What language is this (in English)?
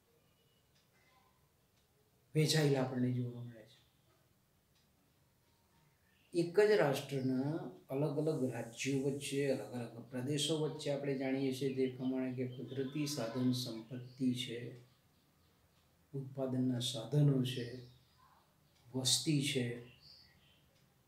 Gujarati